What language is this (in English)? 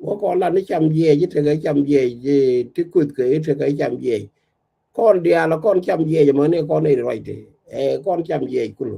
Nuer